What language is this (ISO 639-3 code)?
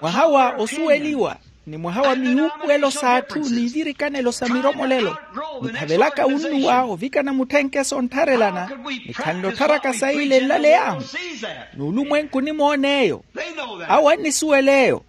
vmw